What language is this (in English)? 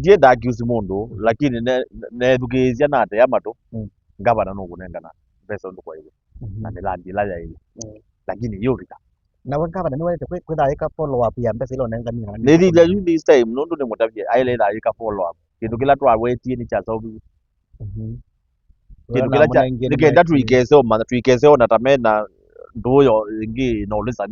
Kamba